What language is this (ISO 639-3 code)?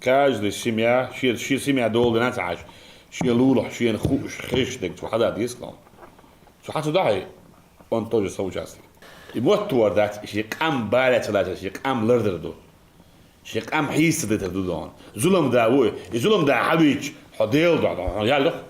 che